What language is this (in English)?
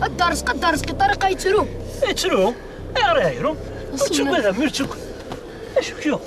Kabyle